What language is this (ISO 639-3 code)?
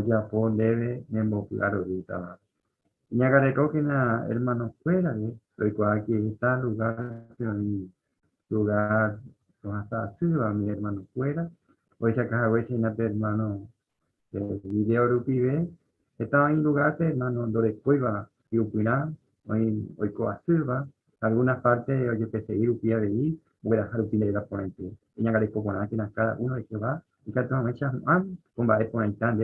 grn